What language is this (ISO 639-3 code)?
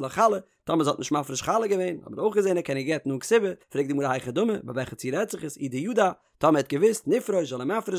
yid